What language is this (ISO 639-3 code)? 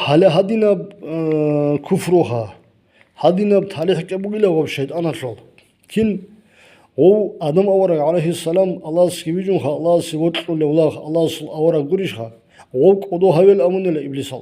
ava